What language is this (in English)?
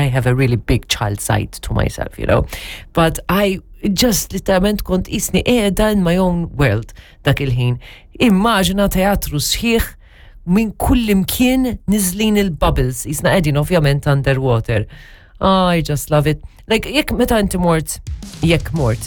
Maltese